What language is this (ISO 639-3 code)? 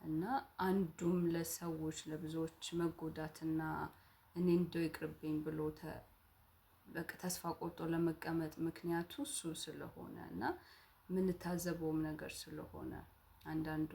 amh